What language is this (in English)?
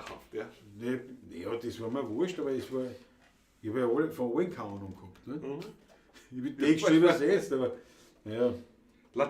Bavarian